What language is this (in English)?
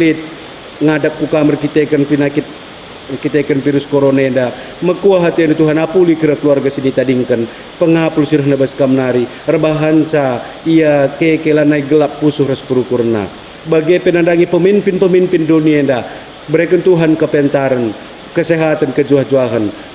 Batak Karo